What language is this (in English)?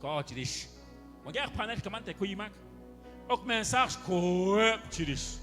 Kekchí